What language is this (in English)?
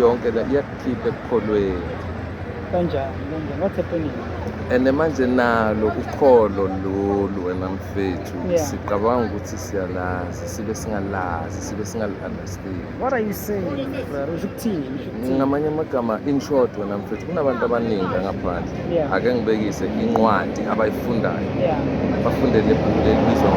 Zulu